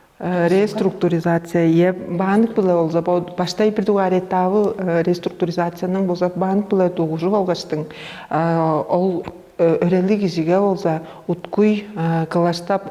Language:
Tuvinian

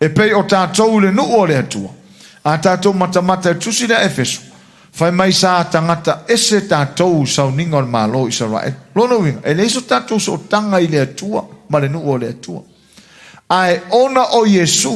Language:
Samoan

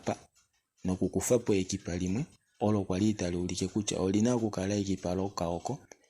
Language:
Kuanyama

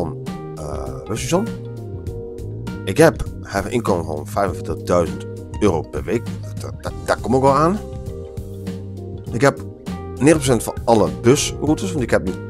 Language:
Dutch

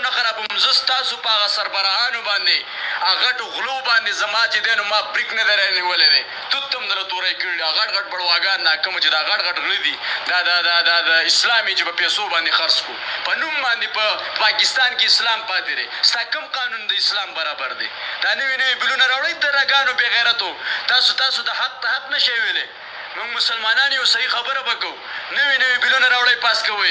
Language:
Pashto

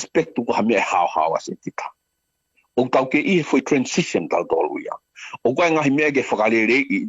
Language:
Tongan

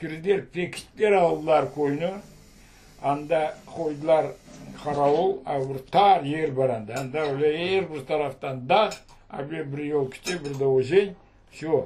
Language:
Crimean Tatar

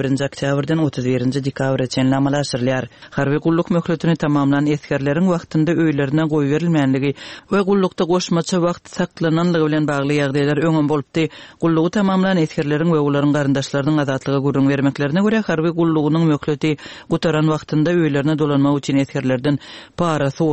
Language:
Turkmen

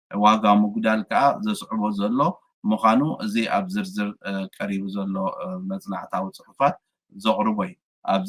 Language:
Tigrinya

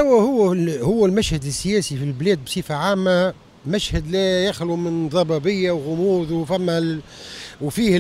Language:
Tunisian Arabic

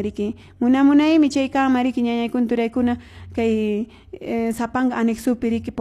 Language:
Quechua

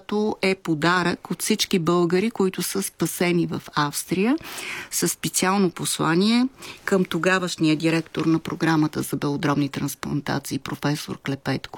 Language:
Bulgarian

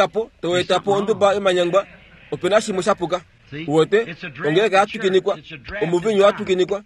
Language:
Kuanyama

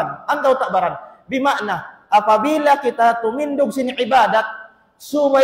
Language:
Tausug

